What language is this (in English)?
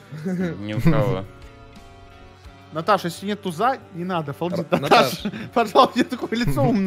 Russian